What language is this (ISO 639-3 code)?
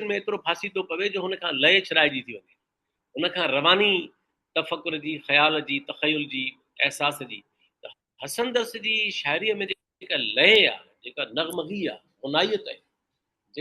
snd